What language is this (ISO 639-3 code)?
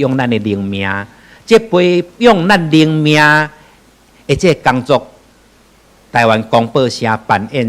nan